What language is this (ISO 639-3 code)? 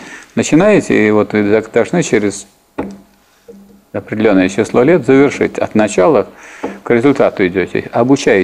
rus